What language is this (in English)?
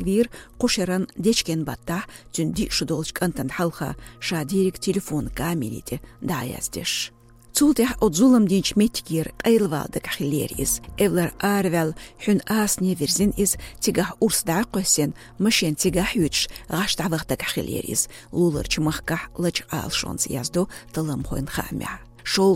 Chechen